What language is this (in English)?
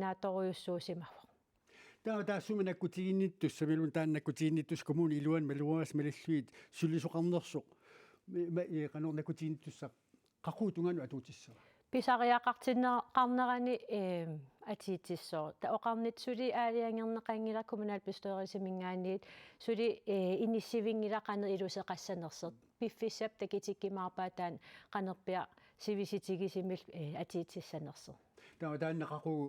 Kalaallisut